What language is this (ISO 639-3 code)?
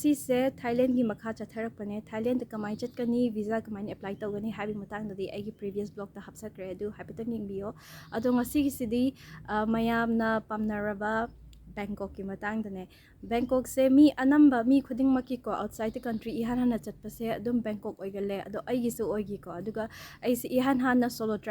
mni